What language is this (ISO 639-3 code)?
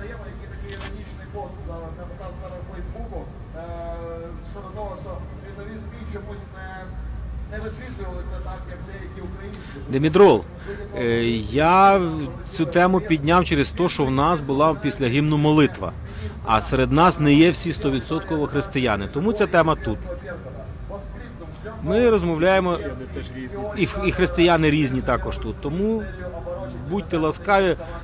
ukr